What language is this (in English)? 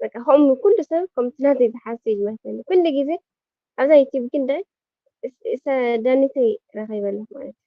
Tigrinya